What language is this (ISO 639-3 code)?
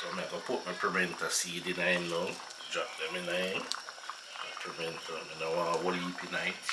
jam